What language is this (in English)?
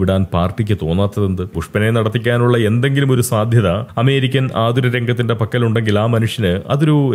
Malayalam